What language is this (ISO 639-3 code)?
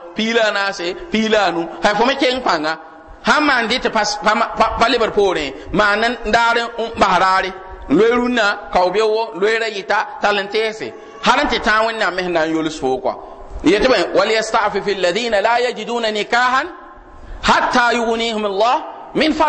mos